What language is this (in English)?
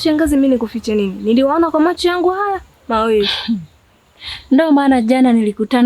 Swahili